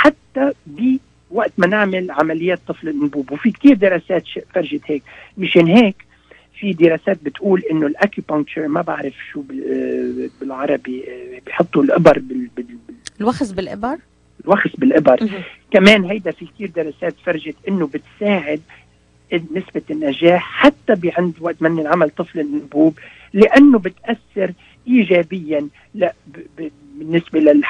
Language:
North Levantine Arabic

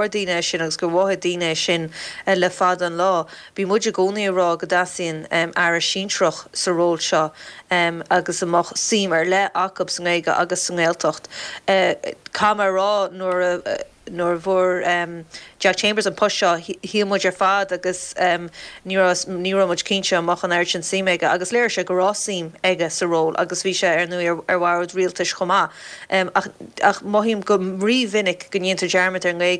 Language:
Irish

